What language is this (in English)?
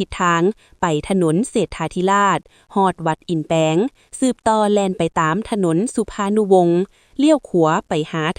Lao